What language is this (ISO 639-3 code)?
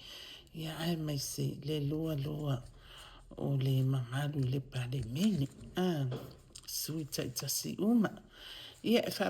smo